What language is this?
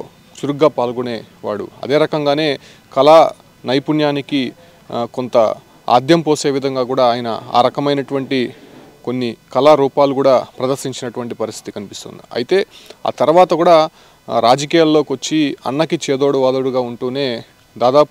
Telugu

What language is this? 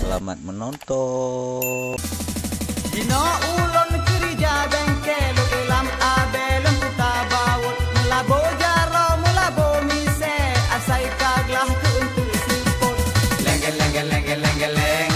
Achinese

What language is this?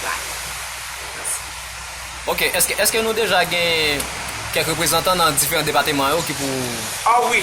Haitian Creole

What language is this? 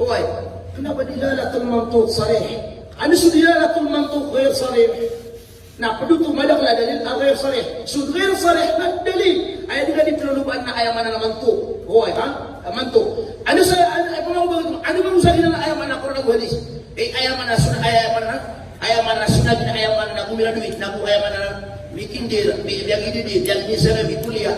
Maranao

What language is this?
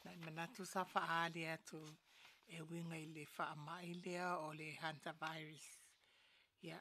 Samoan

